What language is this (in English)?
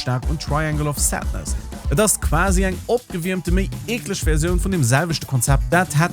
Luxembourgish